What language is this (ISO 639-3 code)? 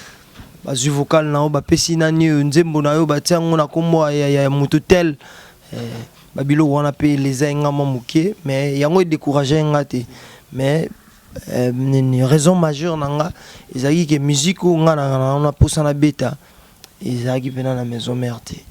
lin